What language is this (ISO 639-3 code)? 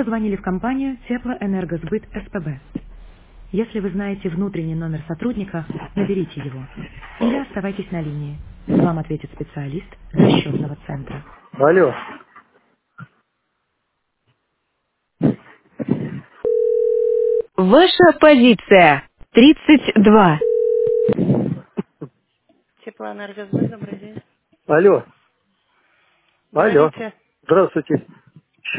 rus